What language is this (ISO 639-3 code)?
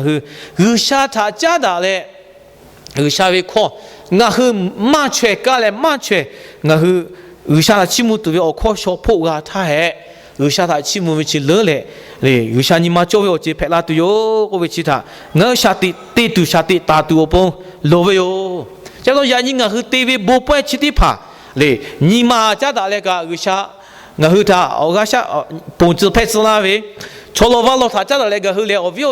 lhu